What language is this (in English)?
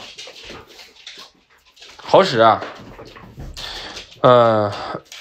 Chinese